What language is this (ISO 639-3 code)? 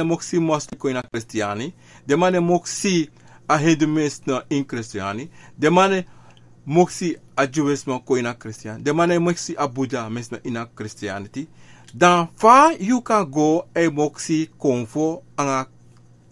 srn